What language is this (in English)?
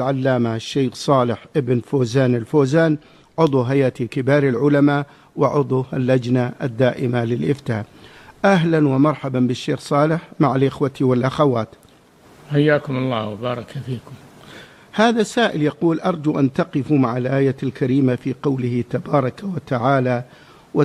Arabic